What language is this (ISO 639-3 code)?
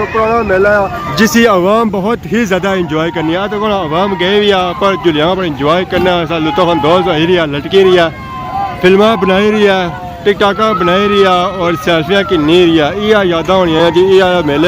phr